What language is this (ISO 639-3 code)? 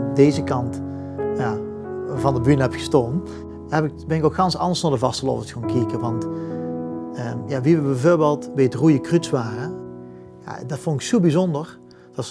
lim